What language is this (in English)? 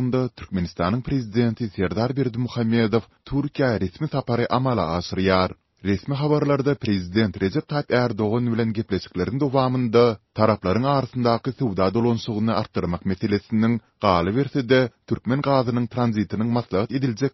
Turkmen